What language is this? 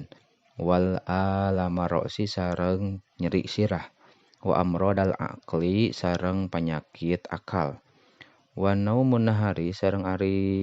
Sundanese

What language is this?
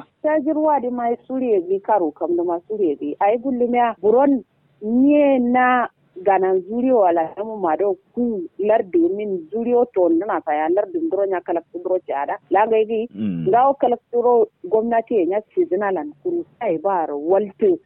Kanuri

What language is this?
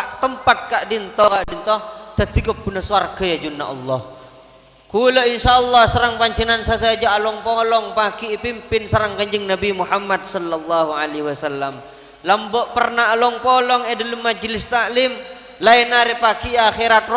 Madurese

